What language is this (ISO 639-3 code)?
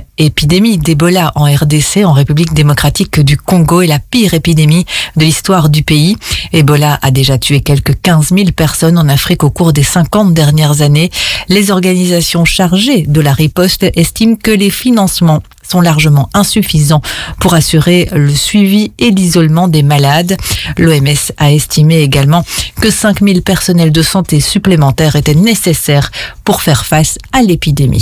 fra